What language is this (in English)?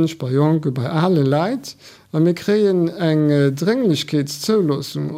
Luxembourgish